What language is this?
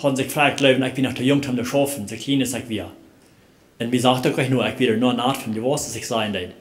Plautdietsch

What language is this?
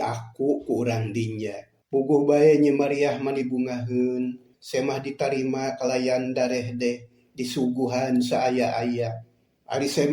Sundanese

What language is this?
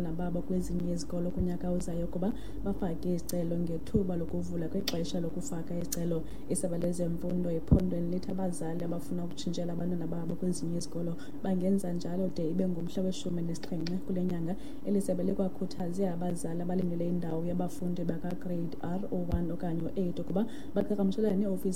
Xhosa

